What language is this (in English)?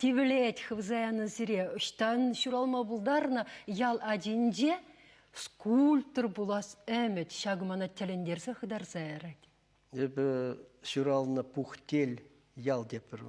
Chuvash